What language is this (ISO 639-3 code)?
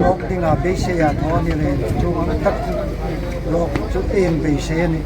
hmr